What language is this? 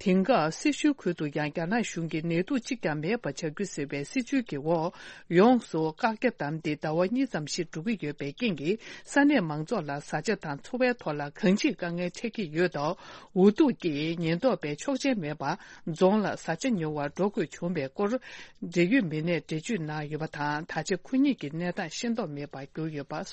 Tibetan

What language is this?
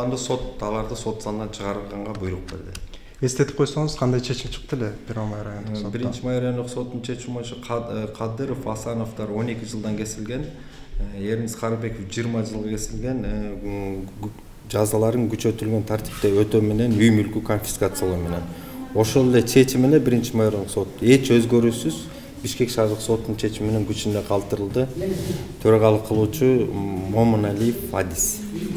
Kyrgyz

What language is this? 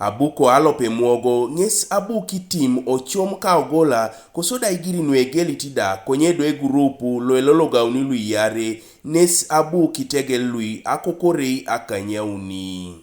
Teso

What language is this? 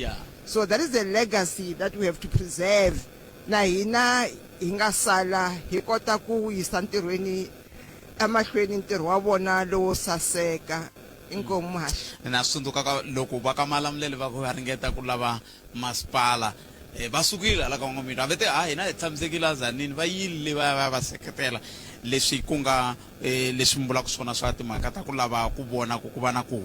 Tsonga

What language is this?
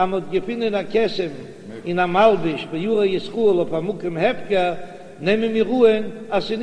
Yiddish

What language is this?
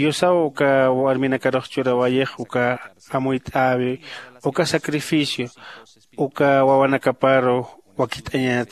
Aymara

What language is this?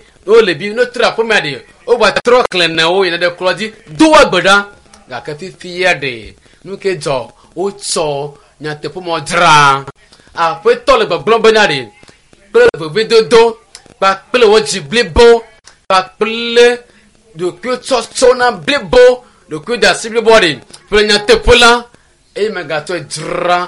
Ewe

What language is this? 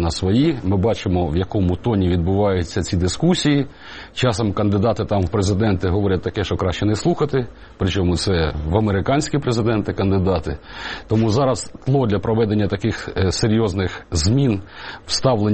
Ukrainian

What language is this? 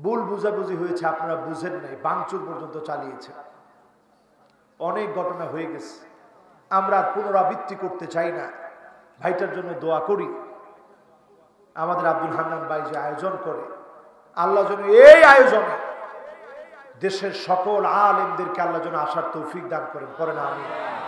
Bangla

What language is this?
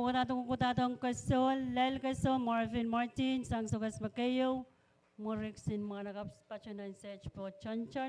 Pohnpeian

